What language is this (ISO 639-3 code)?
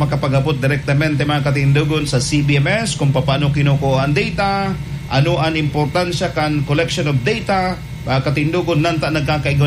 bik